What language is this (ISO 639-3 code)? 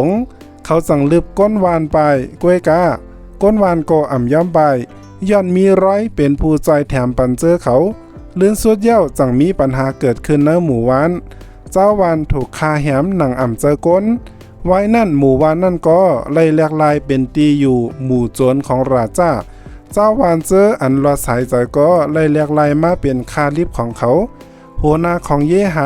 shn